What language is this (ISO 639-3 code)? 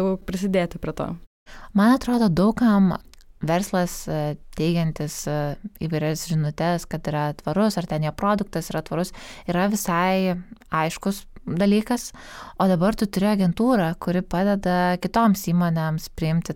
lit